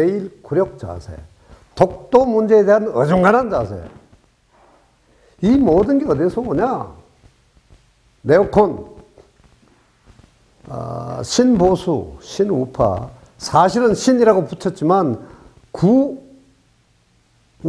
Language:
Korean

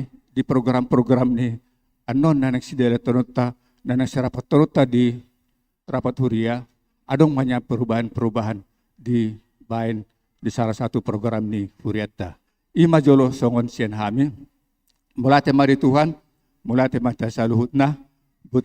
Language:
Batak Toba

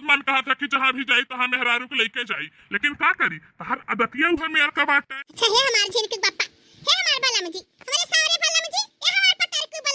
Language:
Bhojpuri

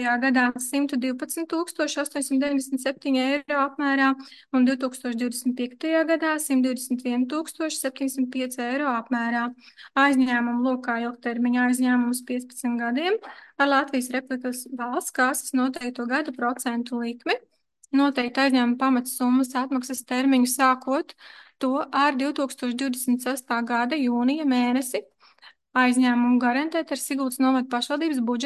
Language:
Latvian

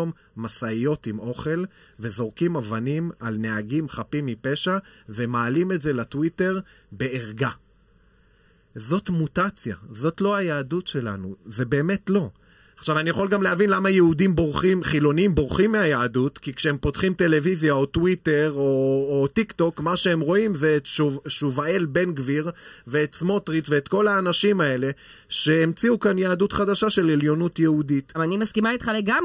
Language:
Hebrew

